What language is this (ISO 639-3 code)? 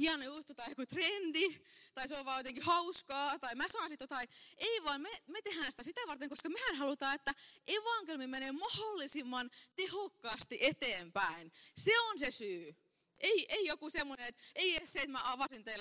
fin